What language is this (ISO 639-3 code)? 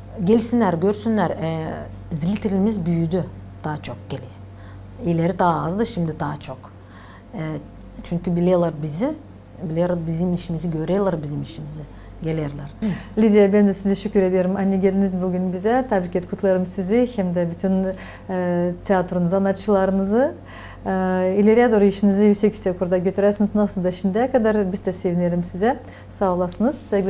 gag